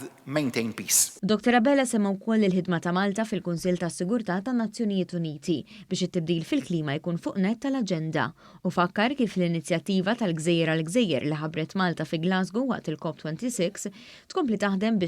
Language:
Maltese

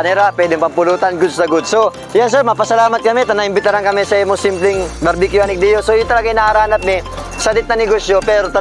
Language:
Bikol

